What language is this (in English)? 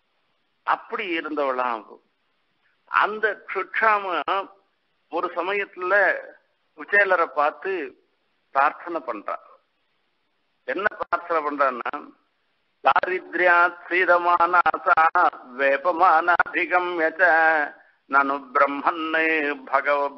Tamil